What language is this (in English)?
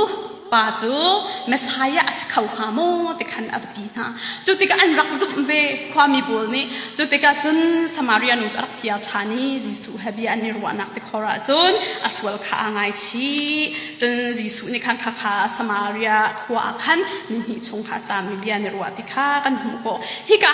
Hakha Chin